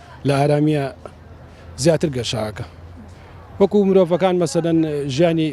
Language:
Central Kurdish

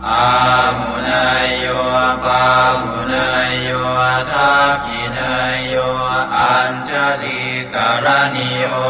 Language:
Pali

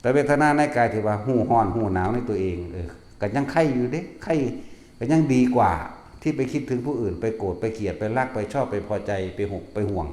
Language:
Northeastern Thai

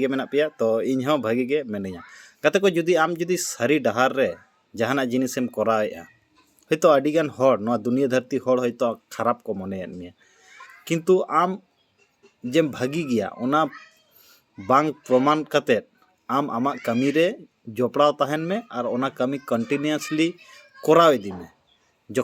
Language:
Santali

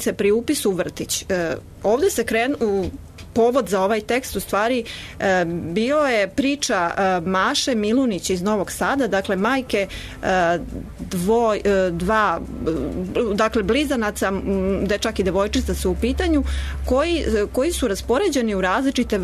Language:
Serbian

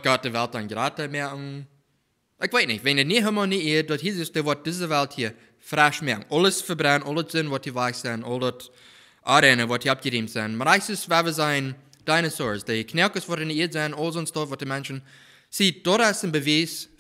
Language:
Plautdietsch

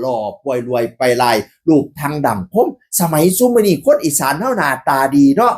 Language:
Northeastern Thai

